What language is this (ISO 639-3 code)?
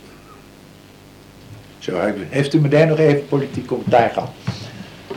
nld